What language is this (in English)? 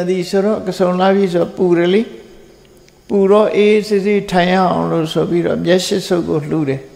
Burmese